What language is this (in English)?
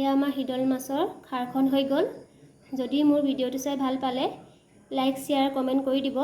Assamese